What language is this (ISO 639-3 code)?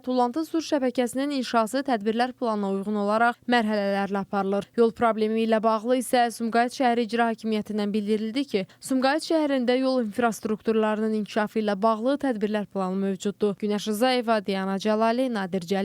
aze